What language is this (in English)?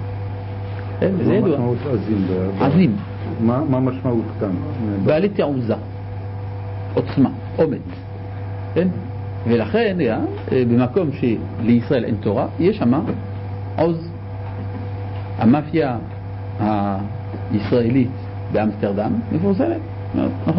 Hebrew